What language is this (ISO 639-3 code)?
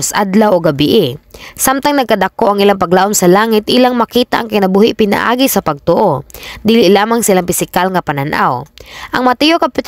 ceb